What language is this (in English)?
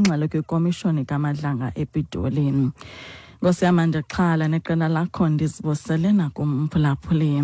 Xhosa